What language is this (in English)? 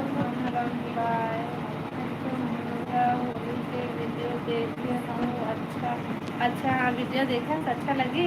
Chhattisgarhi